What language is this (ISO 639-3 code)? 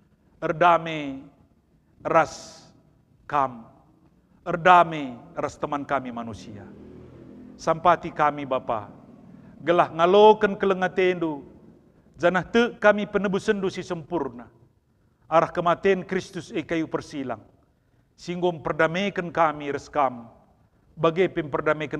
btx